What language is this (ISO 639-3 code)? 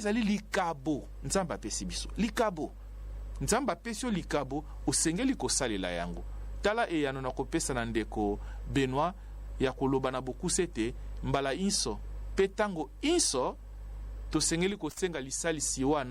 lin